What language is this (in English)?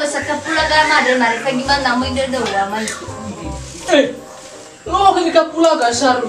Nias